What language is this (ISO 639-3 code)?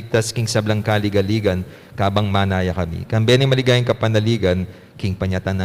pam